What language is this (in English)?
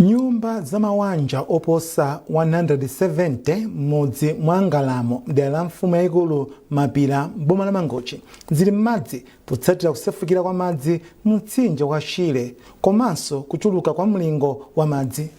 Nyanja